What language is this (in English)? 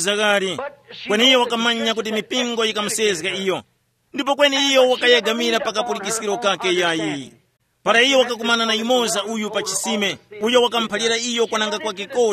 Tumbuka